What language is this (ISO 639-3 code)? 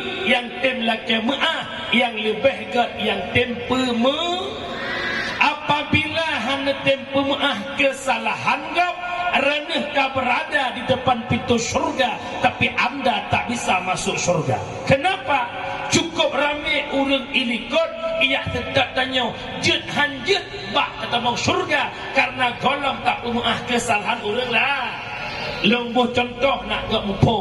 ace